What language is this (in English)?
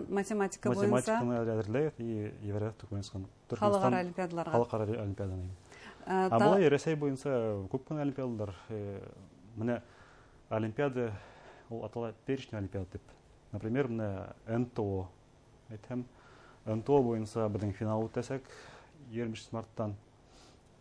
Bashkir